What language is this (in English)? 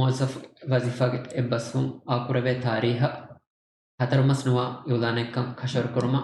Divehi